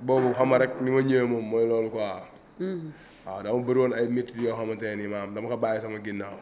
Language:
Wolof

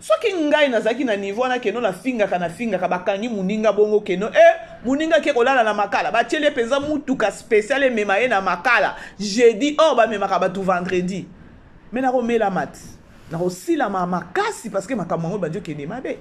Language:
Lingala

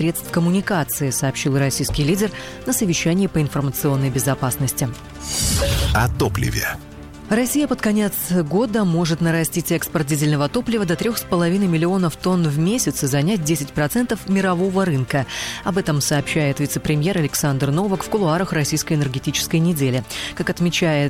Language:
Russian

